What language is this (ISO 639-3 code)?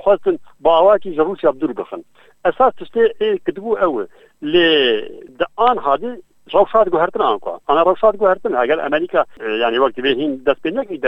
kur